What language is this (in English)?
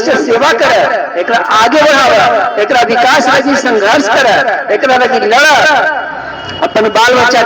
Magahi